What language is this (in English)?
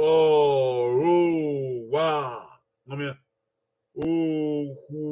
Bini